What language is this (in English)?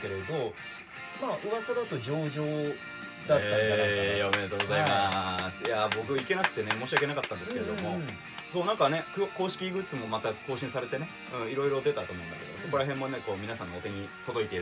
Japanese